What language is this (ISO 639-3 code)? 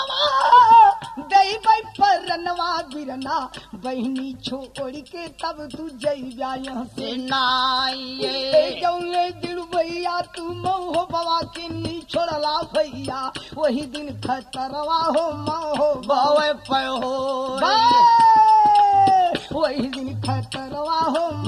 bho